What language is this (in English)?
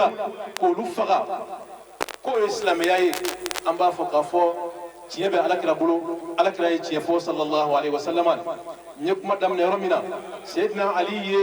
Bambara